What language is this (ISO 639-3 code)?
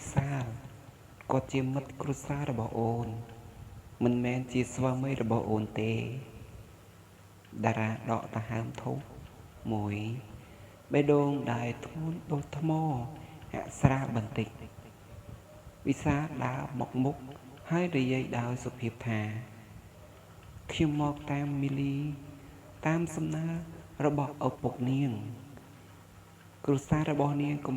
khm